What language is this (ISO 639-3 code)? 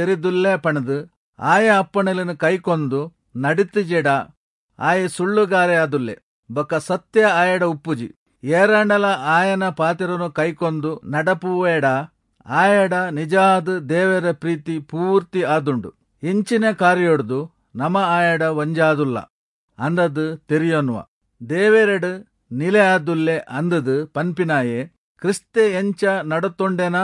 tcy